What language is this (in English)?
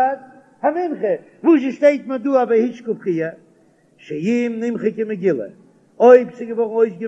Yiddish